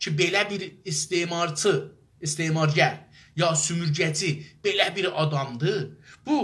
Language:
South Azerbaijani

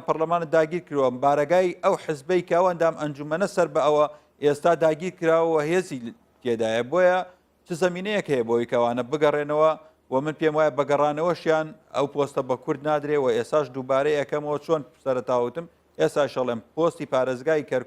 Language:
Central Kurdish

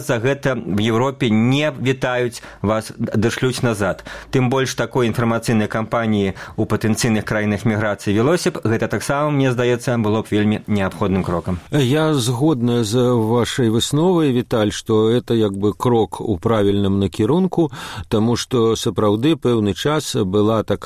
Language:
Belarusian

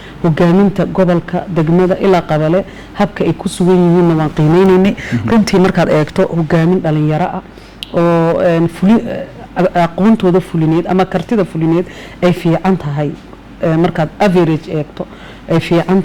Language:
Somali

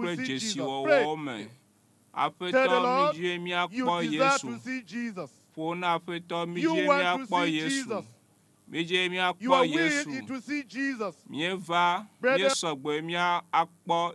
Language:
Ewe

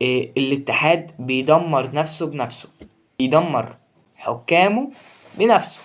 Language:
Egyptian Arabic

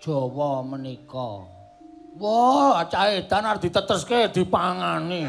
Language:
Javanese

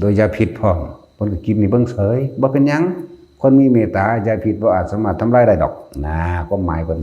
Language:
Northeastern Thai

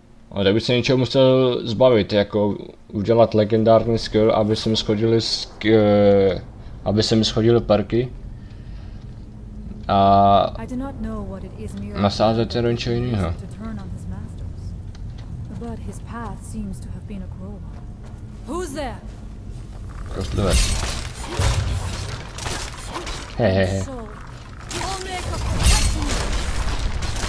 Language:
Czech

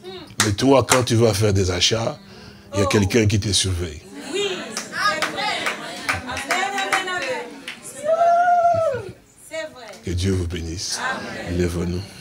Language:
French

